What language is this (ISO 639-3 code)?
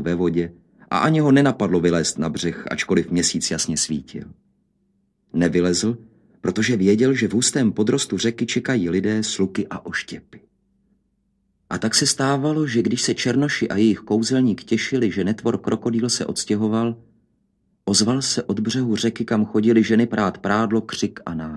ces